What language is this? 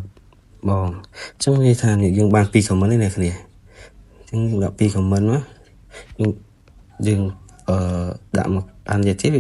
Khmer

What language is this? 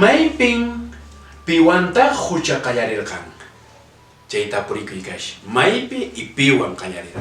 Quechua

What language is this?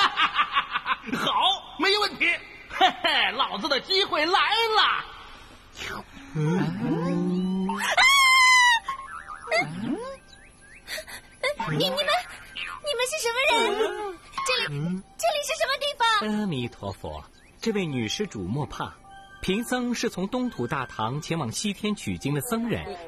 Chinese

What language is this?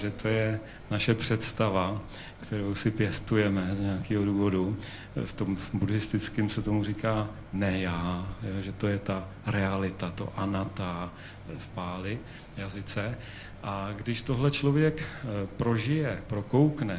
Czech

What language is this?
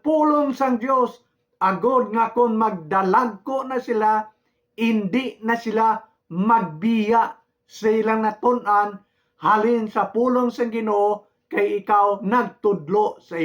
Hiligaynon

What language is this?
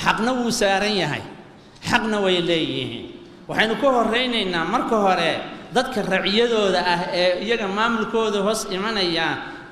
Somali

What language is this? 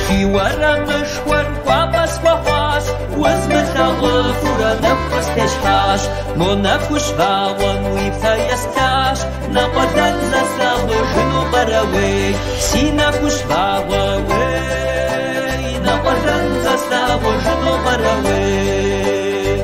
Kabardian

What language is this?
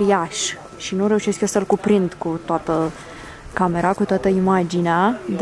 Romanian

